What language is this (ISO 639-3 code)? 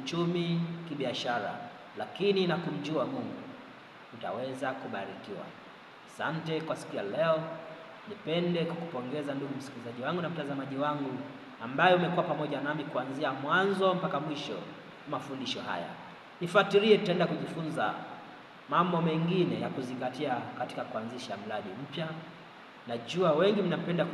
swa